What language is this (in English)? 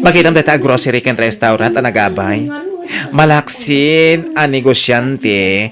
Iloko